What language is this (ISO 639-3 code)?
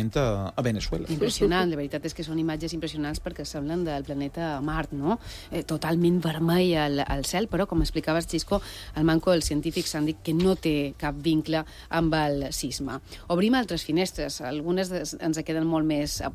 cat